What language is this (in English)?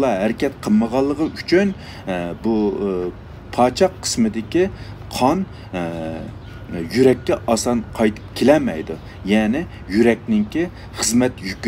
Uyghur